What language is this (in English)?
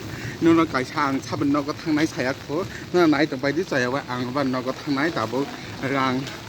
Kok Borok